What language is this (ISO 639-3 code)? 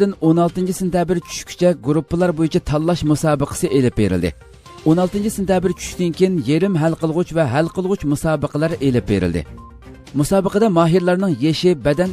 uig